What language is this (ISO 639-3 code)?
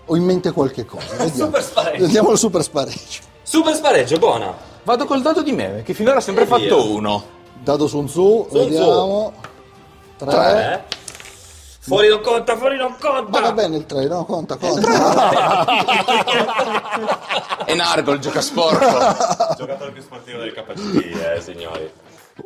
ita